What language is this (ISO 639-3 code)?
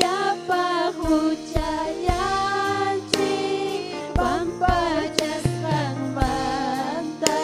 quy